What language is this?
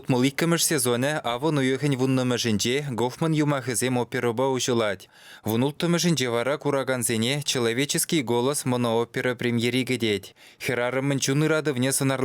Chuvash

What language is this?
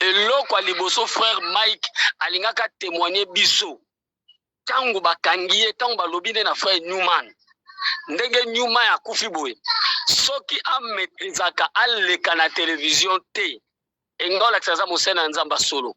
Lingala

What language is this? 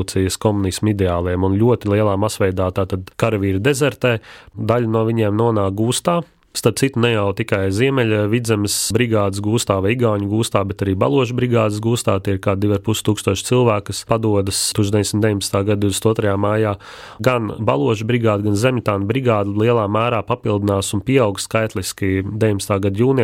Latvian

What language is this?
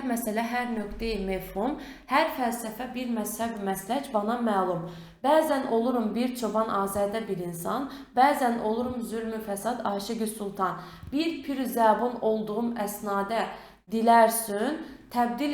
Azerbaijani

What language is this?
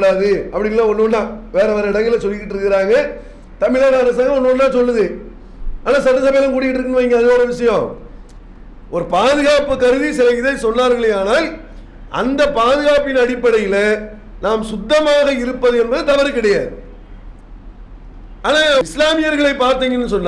Tamil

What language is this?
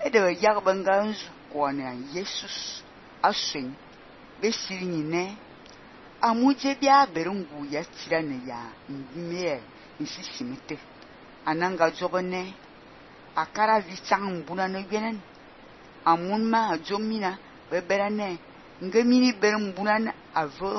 Fang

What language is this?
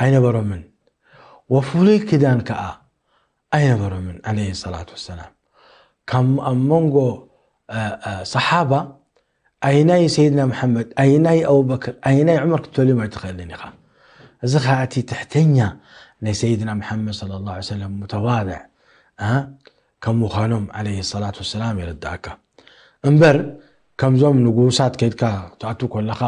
Tigrinya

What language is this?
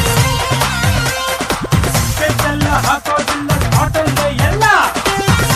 Kannada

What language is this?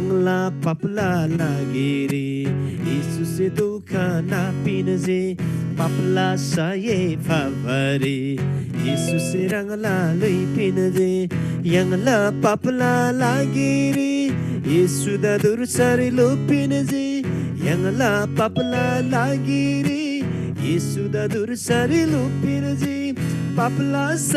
Eastern Tamang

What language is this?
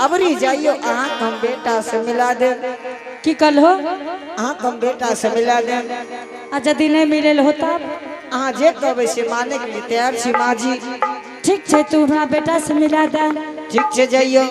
Angika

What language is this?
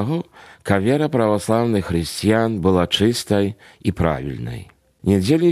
Belarusian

